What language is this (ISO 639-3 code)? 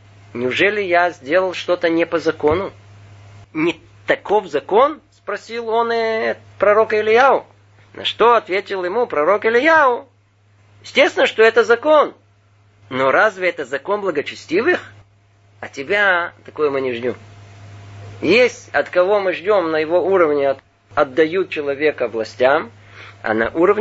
rus